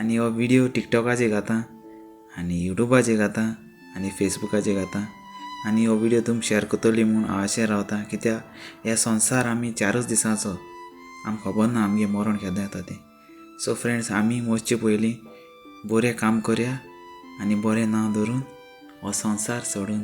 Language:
Konkani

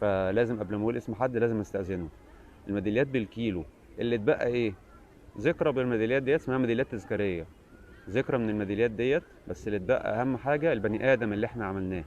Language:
Egyptian Arabic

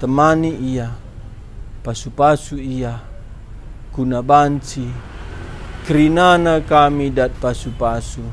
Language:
Batak Karo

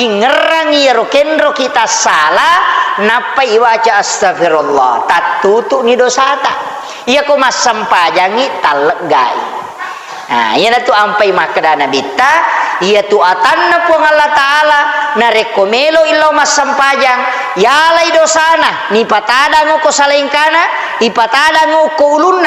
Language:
Buginese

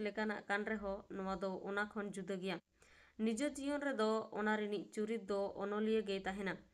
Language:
Santali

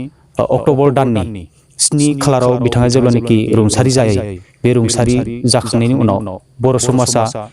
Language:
Bodo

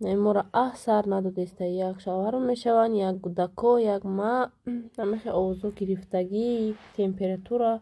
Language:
Tajik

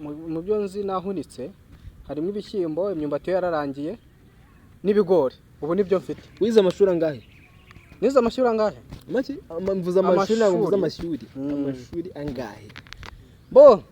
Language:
Kinyarwanda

